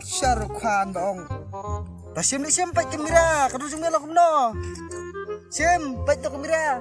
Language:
Khasi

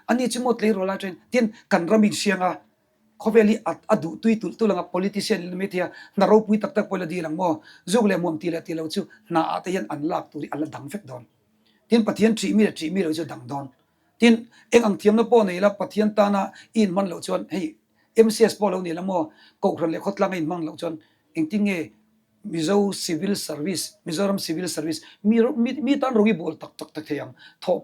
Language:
Mizo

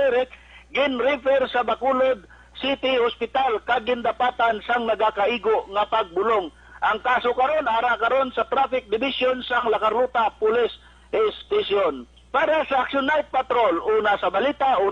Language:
Hiligaynon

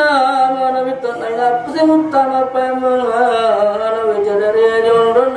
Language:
Buginese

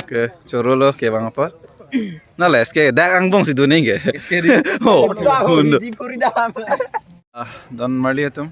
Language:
Karbi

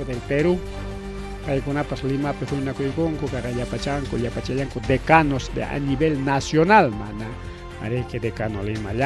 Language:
Ayacucho Quechua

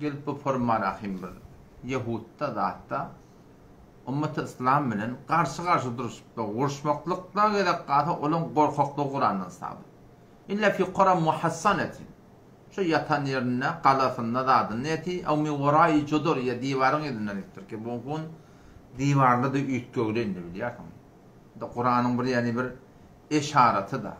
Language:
Turkmen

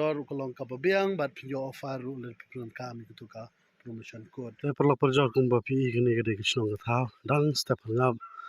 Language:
Khasi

